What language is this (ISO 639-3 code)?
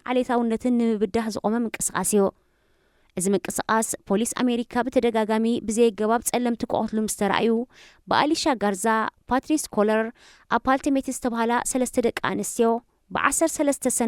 tir